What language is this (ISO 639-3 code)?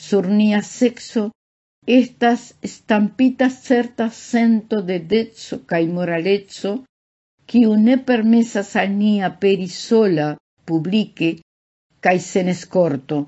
epo